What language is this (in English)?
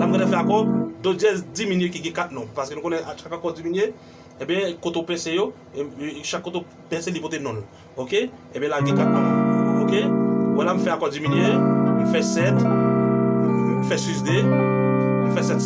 Haitian Creole